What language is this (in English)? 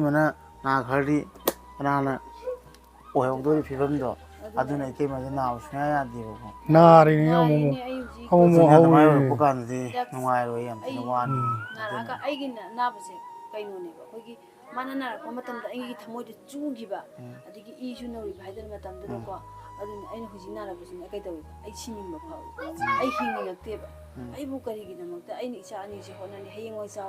Manipuri